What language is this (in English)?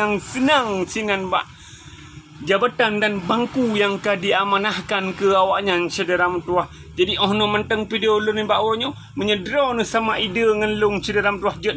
Achinese